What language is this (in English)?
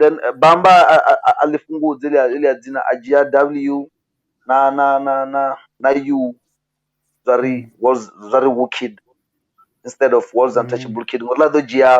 Venda